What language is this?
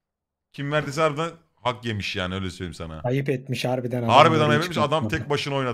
Turkish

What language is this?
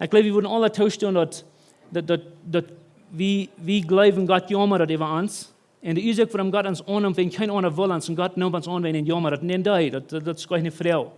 Plautdietsch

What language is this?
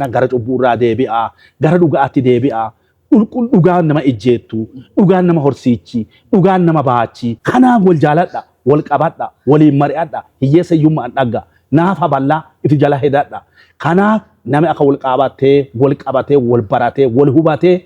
Oromo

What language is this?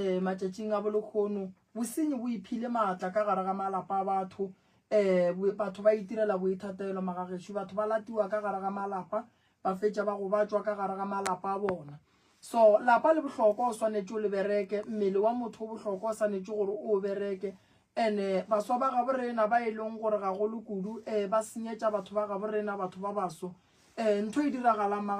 Northern Sotho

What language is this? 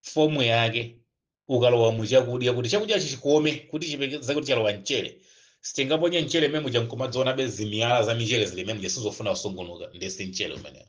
Nyanja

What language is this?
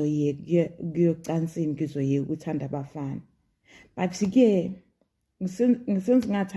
Zulu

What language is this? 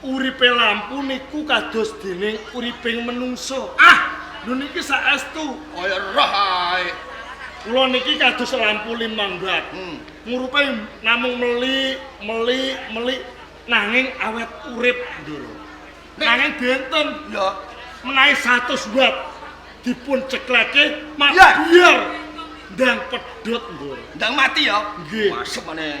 Javanese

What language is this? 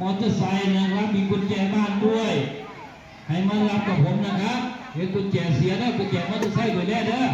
Northeastern Thai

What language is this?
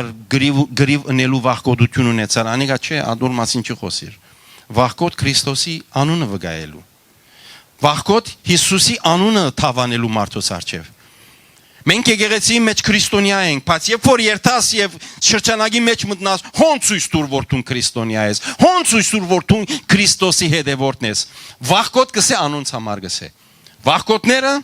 Western Armenian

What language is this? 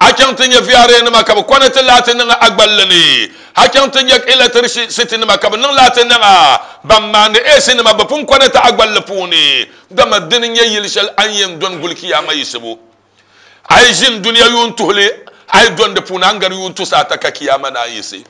Dagbani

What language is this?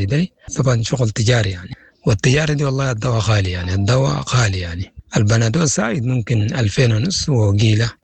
Sudanese Arabic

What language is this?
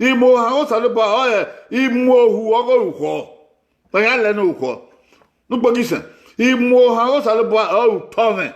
Bini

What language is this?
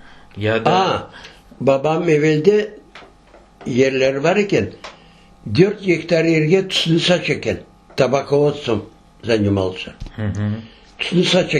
Crimean Tatar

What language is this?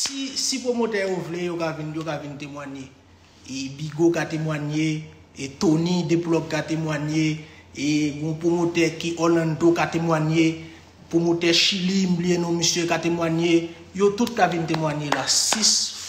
Haitian Creole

